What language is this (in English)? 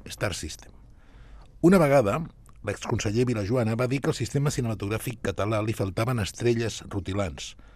Catalan